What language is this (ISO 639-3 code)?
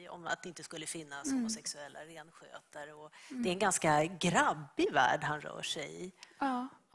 swe